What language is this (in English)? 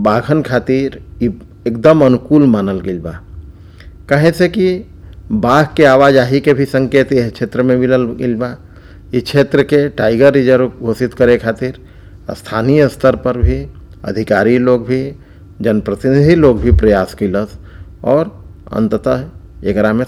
Bhojpuri